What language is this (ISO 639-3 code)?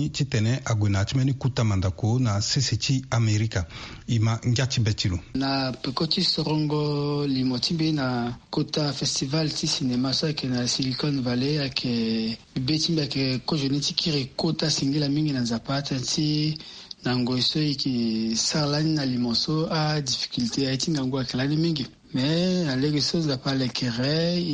sag